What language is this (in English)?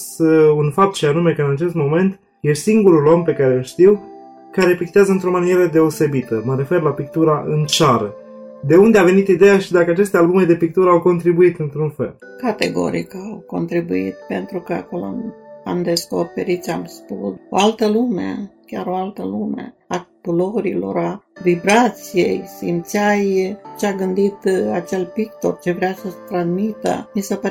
Romanian